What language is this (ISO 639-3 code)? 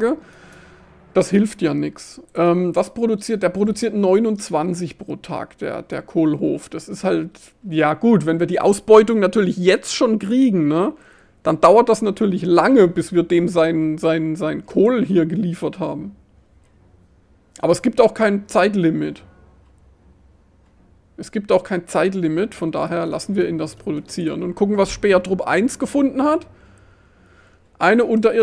deu